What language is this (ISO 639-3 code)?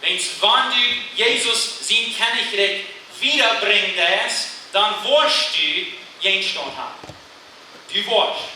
pdt